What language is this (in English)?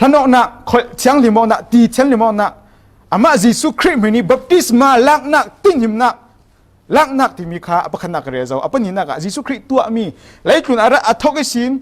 Falam Chin